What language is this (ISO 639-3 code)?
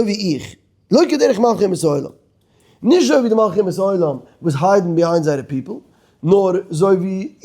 yid